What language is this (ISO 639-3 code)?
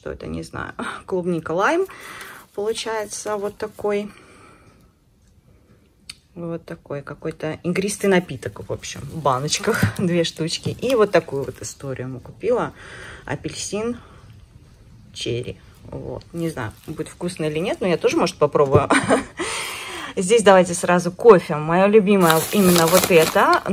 rus